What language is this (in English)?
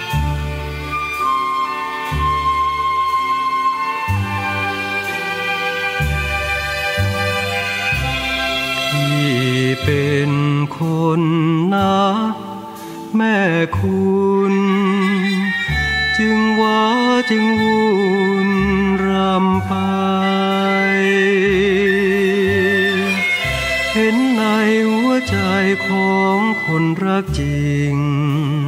Thai